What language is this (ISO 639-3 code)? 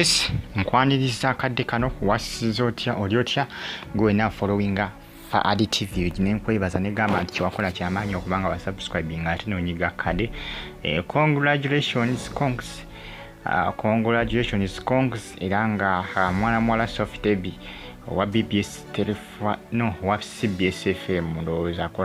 lug